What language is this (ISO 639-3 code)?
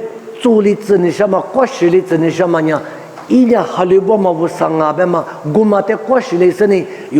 lis